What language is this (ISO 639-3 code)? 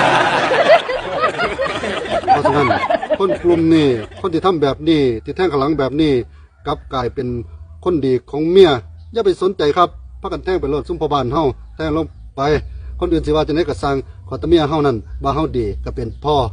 lao